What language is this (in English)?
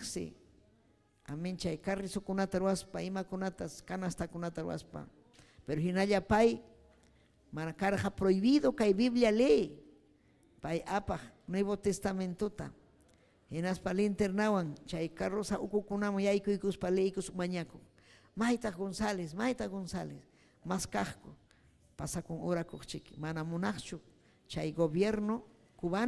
Ayacucho Quechua